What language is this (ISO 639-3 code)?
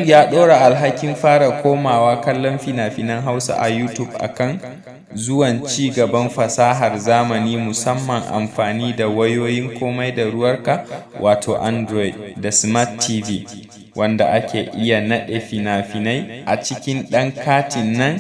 hau